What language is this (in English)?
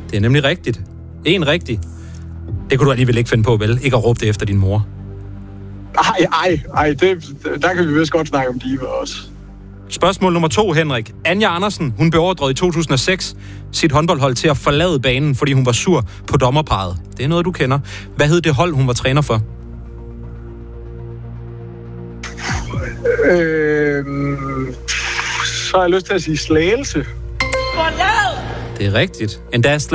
Danish